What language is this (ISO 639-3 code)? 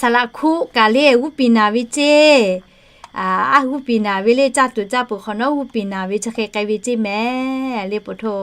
lhu